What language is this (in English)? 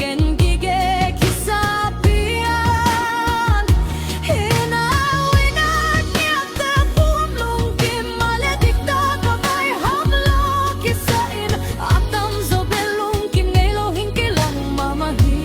Tedim Chin